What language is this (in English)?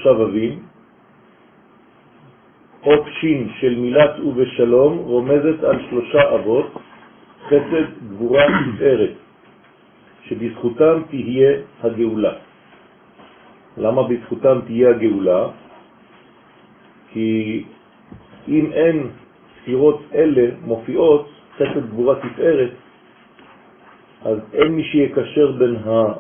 Hebrew